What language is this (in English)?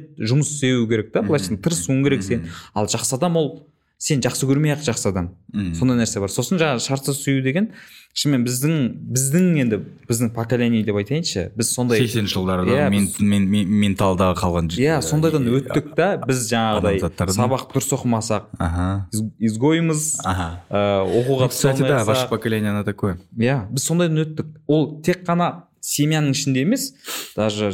Kazakh